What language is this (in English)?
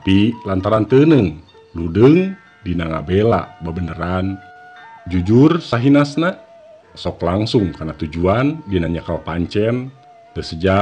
Sundanese